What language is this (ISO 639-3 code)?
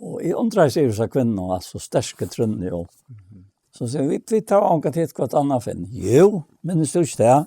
fao